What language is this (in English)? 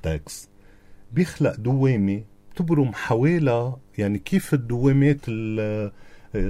North Levantine Arabic